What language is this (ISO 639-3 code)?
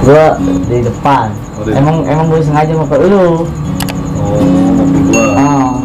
bew